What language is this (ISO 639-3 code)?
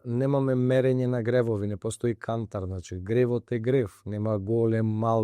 mkd